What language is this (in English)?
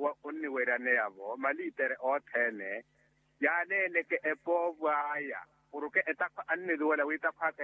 Makhuwa